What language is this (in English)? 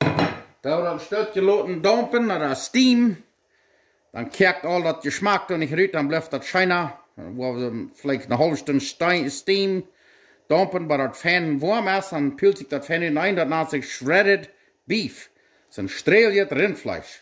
Plautdietsch